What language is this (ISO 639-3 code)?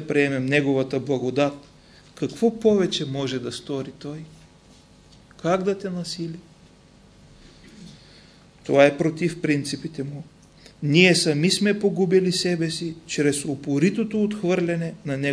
bul